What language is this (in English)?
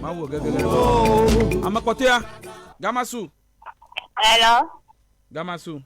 Ewe